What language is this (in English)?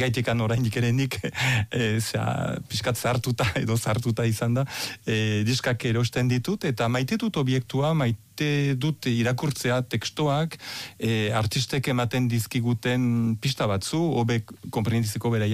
Basque